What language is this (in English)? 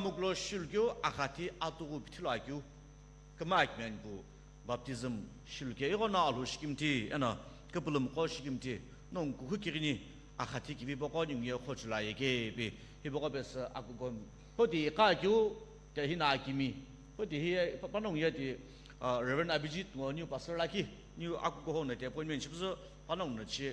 Sumi Naga